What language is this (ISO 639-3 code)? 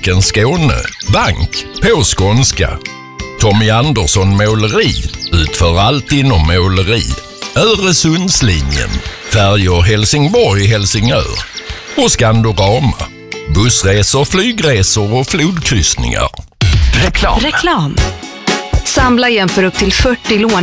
swe